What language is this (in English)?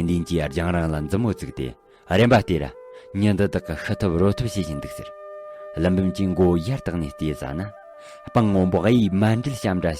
Tibetan